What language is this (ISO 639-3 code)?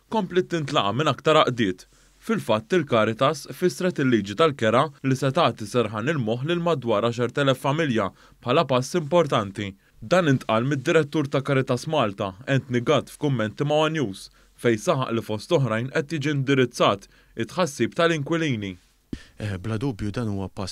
mlt